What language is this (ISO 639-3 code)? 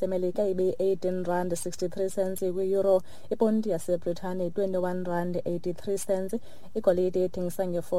xho